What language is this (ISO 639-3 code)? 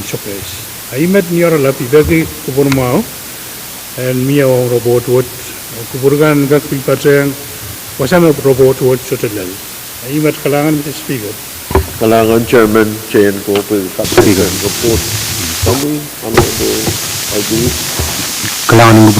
pon